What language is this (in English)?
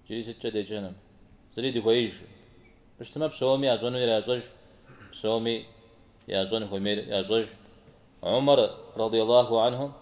Kabardian